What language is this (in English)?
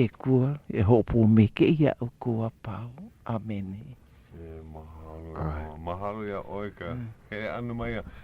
Hawaiian